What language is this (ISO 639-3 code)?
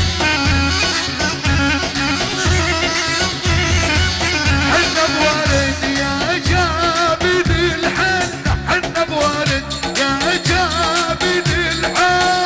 ajp